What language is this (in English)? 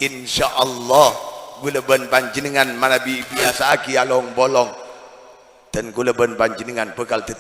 Madurese